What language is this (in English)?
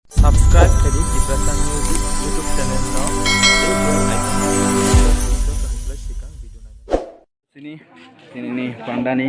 Kok Borok